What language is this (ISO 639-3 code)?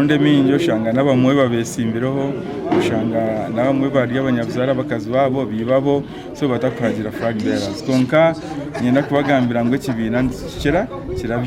nyn